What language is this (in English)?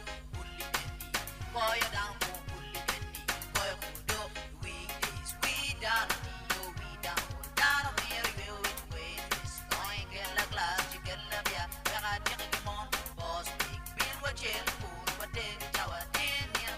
Acoli